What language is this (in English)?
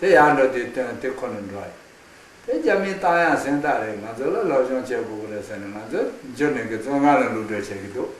Khams Tibetan